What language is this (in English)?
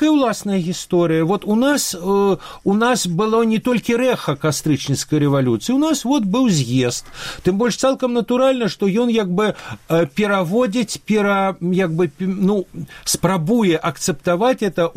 Belarusian